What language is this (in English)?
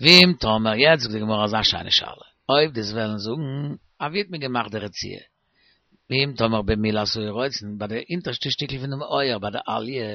Yiddish